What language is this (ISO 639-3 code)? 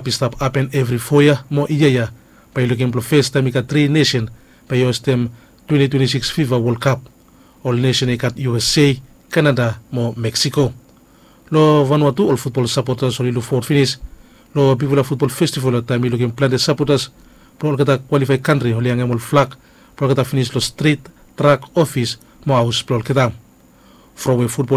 bis